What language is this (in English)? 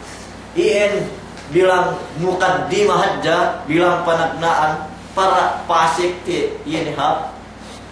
Yakan